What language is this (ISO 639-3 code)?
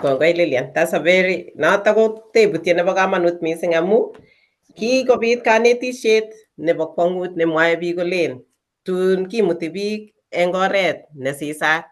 kln